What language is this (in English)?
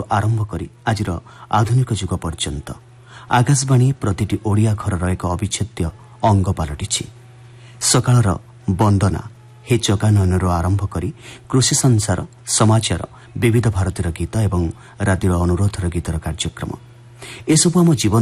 Odia